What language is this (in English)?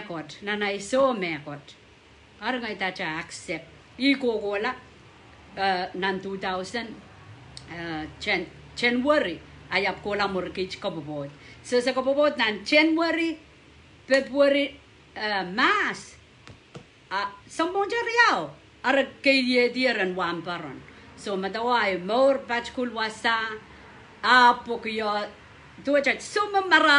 Pohnpeian